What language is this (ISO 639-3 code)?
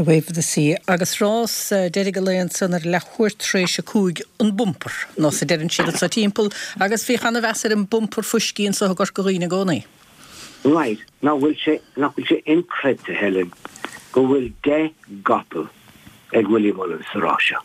gle